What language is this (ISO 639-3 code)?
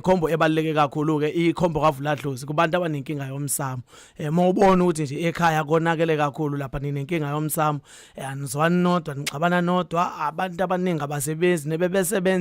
zul